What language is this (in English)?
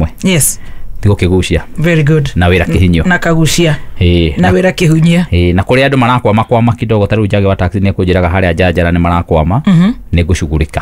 Kikuyu